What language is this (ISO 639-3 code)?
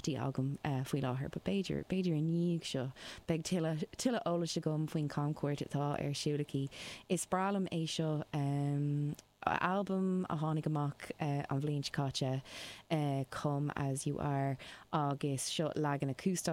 gle